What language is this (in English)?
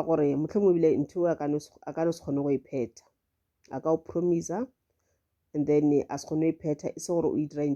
Northern Sotho